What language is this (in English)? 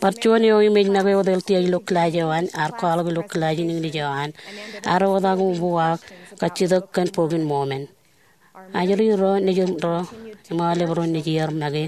Marshallese